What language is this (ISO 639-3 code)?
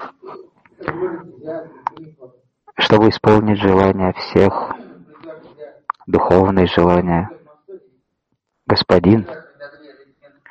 rus